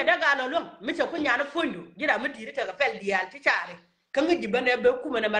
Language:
Nuer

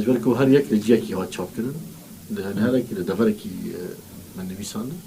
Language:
Kurdish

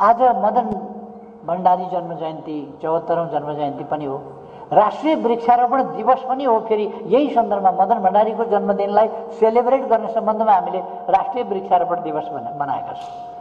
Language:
Nepali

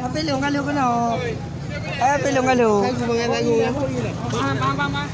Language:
Achinese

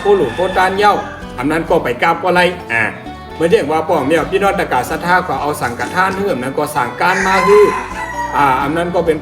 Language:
Shan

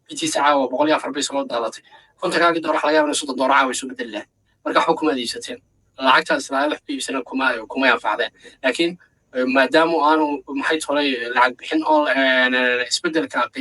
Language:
Somali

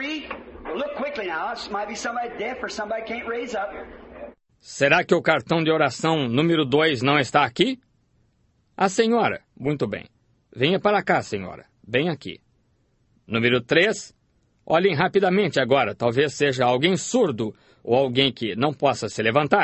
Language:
Portuguese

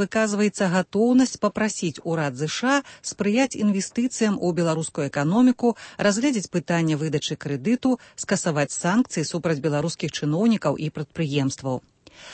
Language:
Belarusian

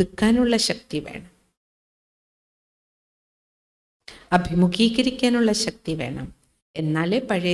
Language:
Malayalam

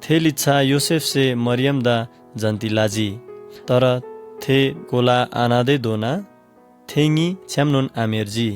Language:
Eastern Tamang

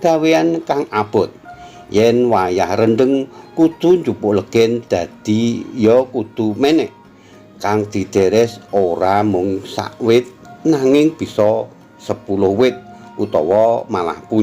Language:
Javanese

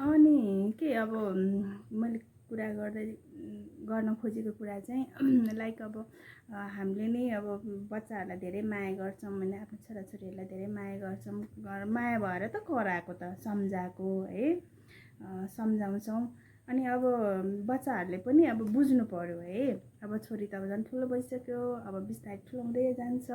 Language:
Nepali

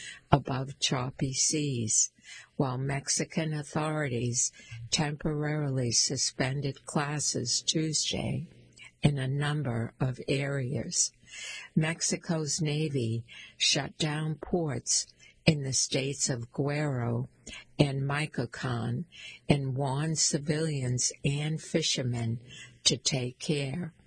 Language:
English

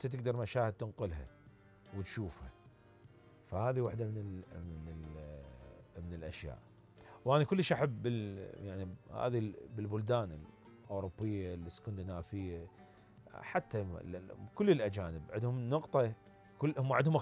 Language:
Mesopotamian Arabic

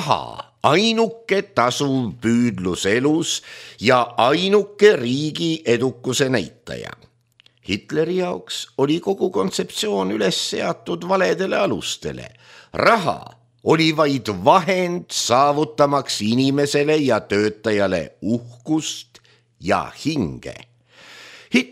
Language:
Estonian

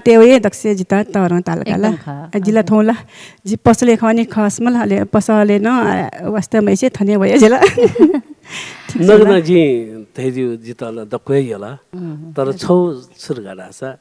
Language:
Newari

